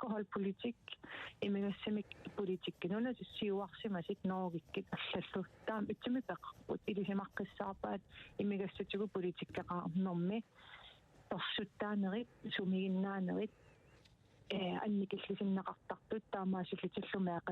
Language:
Kalaallisut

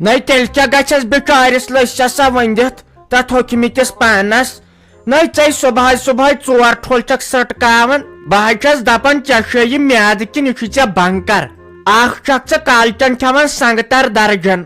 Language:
Kashmiri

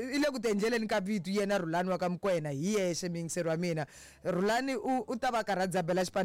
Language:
Tsonga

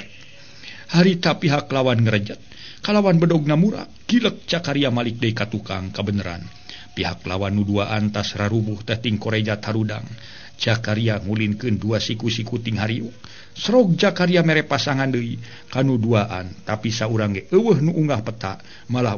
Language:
Sundanese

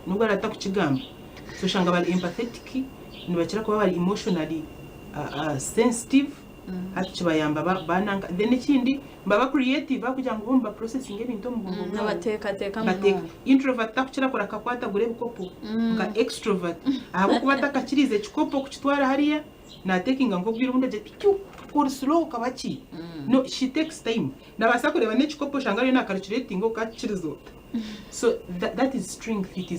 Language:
Nyankole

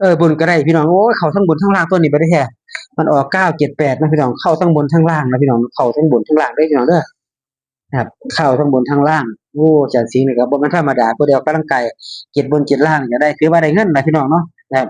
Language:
Northeastern Thai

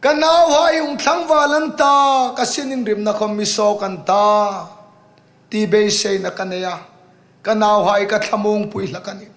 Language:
Hmar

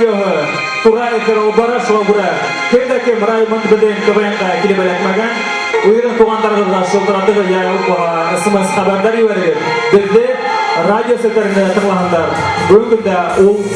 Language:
Bashkir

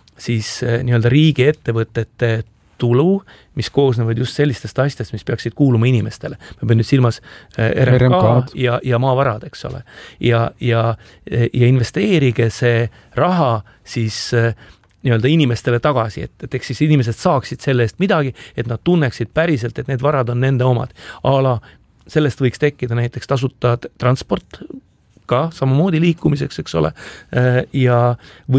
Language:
Estonian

